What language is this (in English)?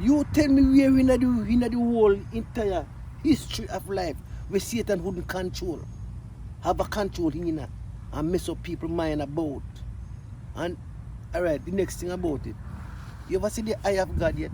Jamaican Creole English